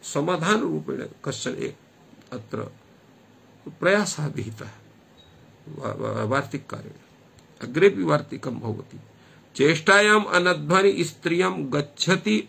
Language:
Sanskrit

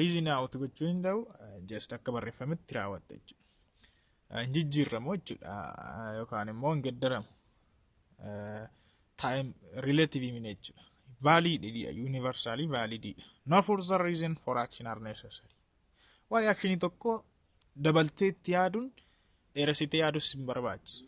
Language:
Oromo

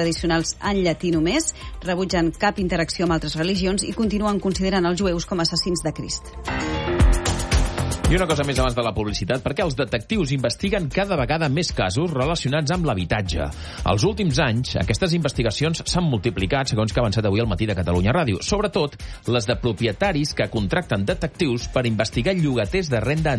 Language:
Catalan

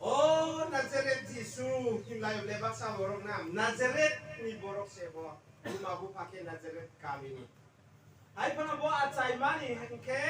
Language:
Kok Borok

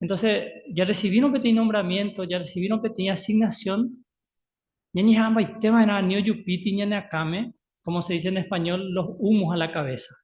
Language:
Guarani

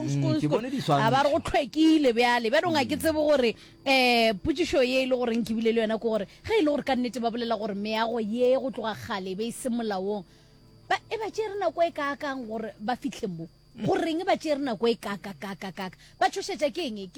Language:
Northern Sotho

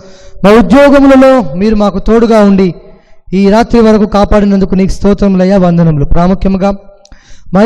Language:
Telugu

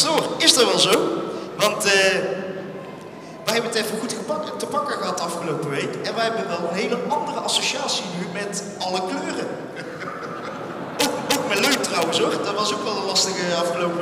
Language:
Dutch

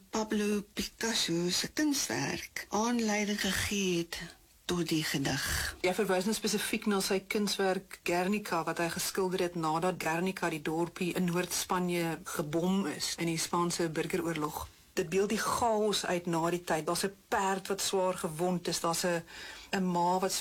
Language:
Afrikaans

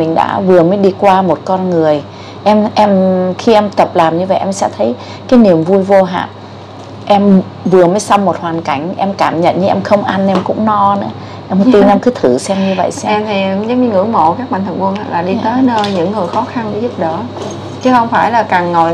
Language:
Vietnamese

